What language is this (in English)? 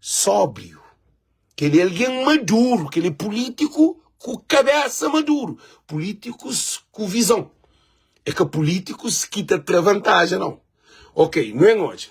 Kabuverdianu